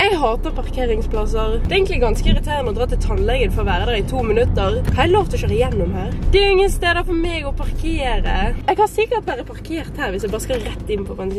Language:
Norwegian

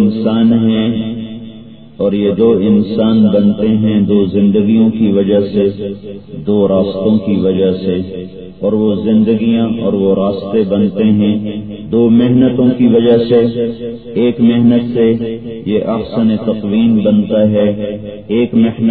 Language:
Urdu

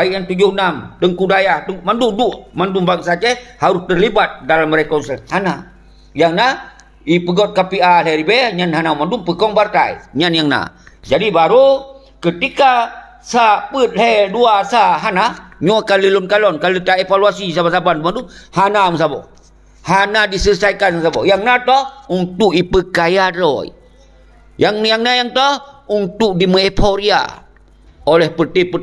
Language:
Achinese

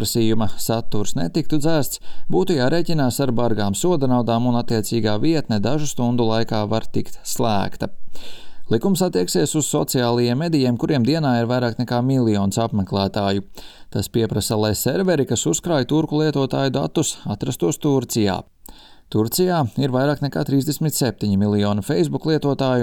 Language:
Latvian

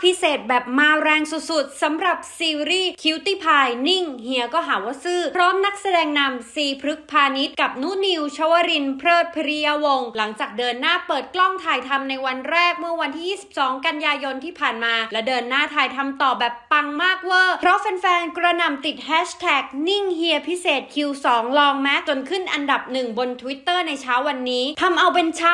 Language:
Thai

